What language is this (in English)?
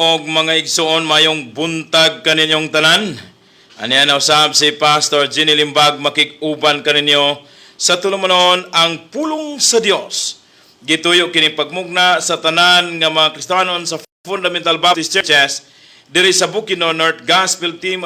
Cebuano